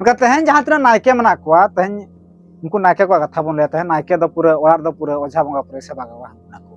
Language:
Santali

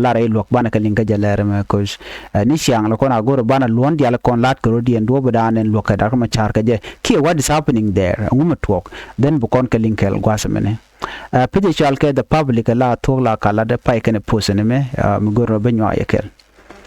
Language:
Nuer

